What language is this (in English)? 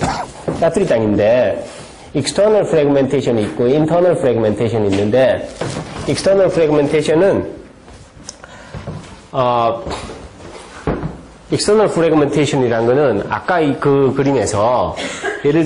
Korean